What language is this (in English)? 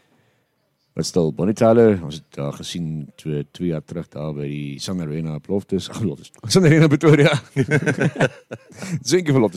Afrikaans